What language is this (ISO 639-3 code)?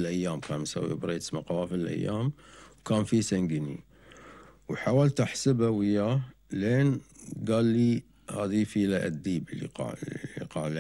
afb